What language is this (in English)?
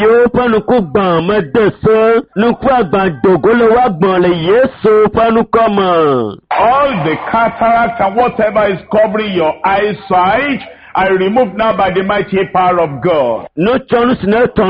Ewe